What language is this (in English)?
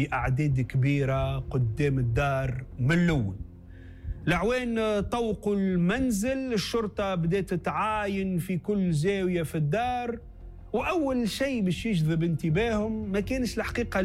Tunisian Arabic